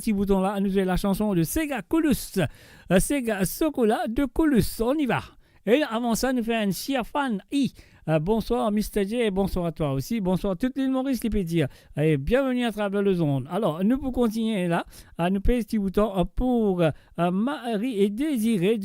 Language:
Morisyen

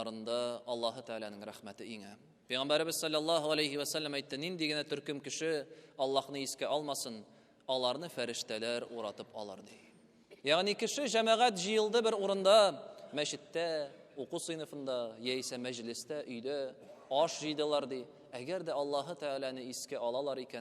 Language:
Tatar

